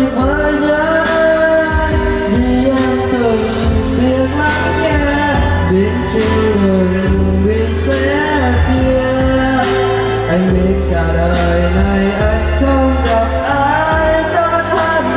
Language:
Vietnamese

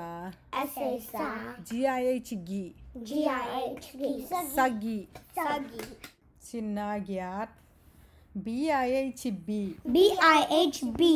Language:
Tedim Chin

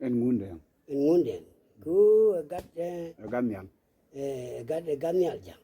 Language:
Nuer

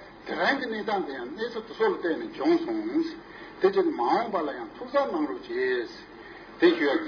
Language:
Tibetan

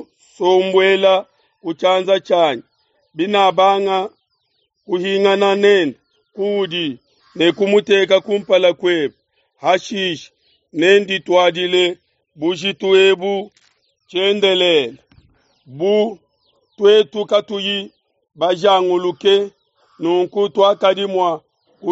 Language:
Luba-Lulua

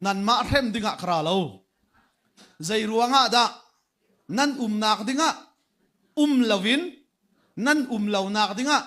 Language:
Hakha Chin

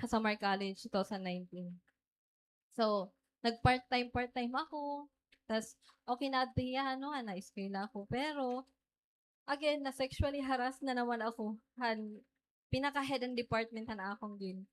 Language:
Waray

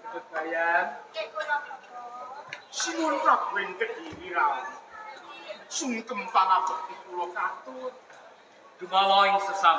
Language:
Javanese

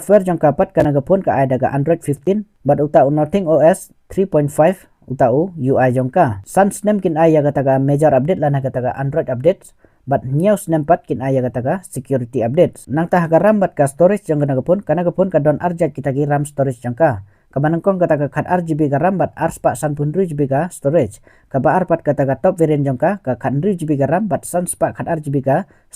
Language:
Khasi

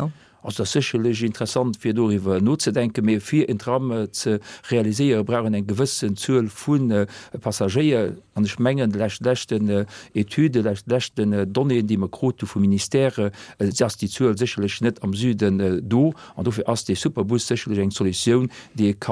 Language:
Luxembourgish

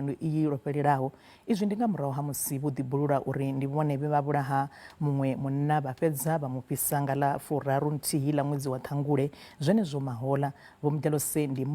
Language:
Venda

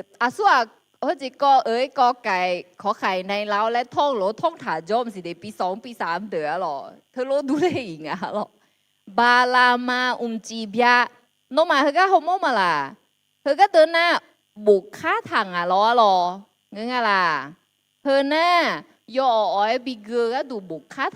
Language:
Akha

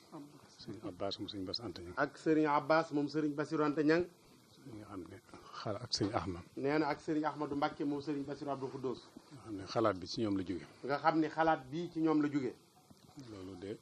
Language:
Wolof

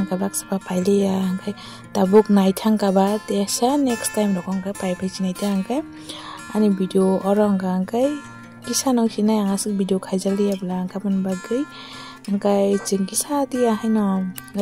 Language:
Kok Borok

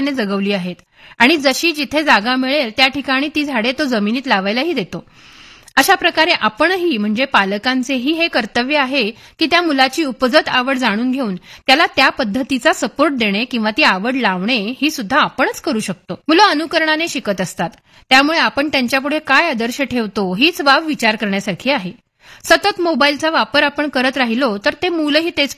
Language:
Marathi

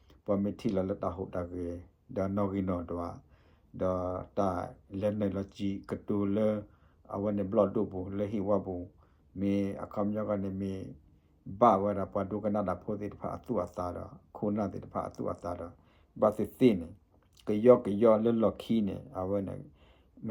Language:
S'gaw Karen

